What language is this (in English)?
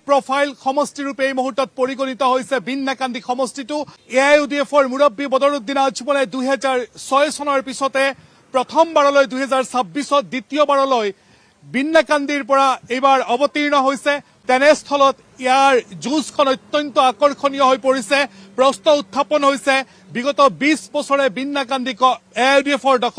Assamese